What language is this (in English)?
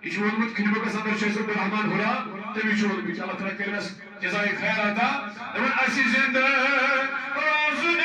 Kashmiri